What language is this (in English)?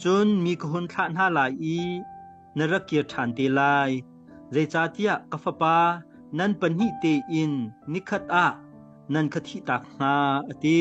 Hakha Chin